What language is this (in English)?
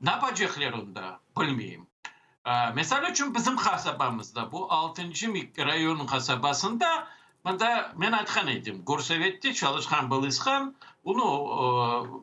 Crimean Tatar